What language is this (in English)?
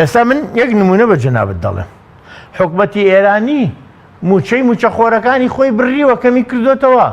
Central Kurdish